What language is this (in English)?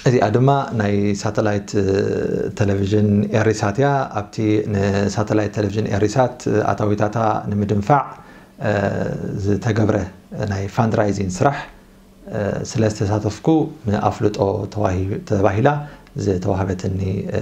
Tigrinya